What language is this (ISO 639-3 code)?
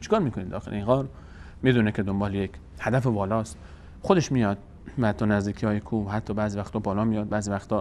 fas